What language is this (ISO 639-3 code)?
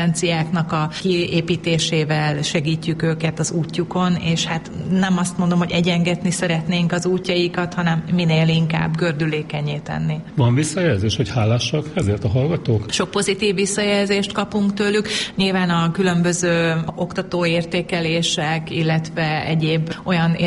hun